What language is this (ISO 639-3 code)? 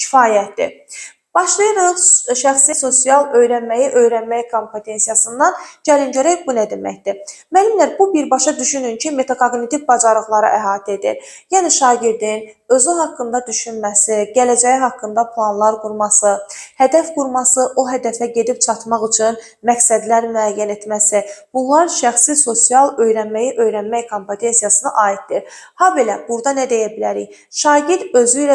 aze